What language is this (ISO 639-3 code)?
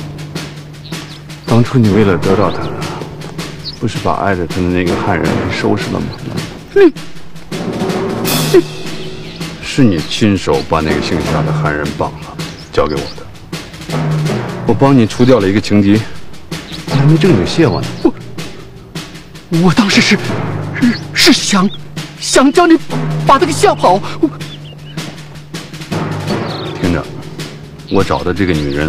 zho